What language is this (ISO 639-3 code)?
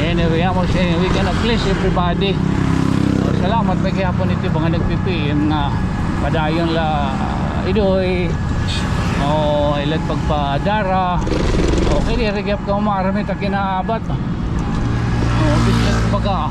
war